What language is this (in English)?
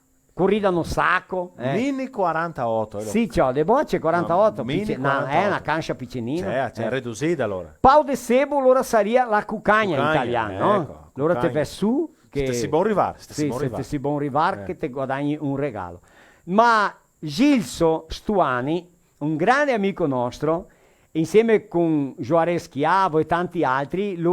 Venetian